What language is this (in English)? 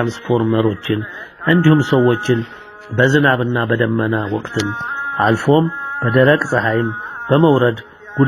Amharic